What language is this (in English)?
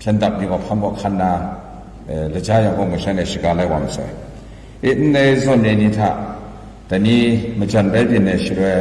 Kachin